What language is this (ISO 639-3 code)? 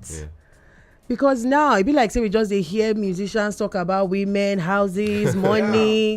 pcm